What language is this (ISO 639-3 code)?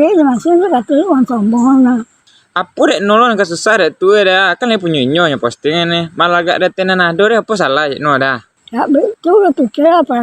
min